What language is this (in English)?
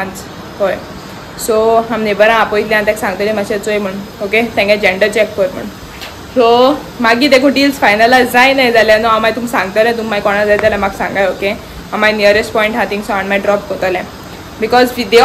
Konkani